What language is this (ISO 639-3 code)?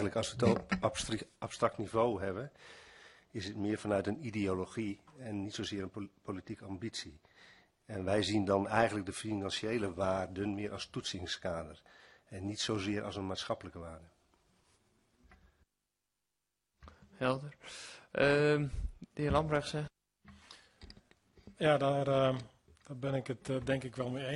nld